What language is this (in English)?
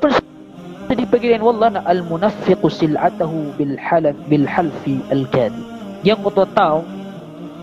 Maranao